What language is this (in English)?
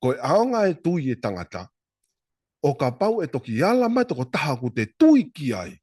Tongan